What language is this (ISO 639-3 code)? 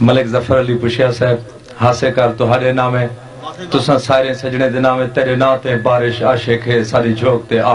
skr